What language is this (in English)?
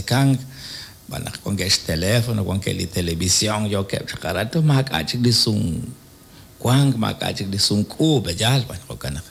Kekchí